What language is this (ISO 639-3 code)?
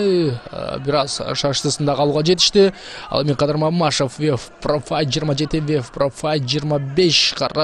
kir